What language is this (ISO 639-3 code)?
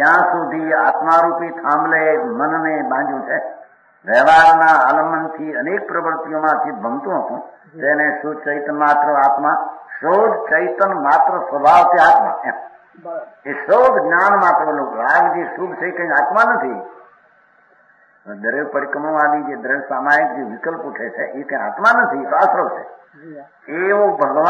guj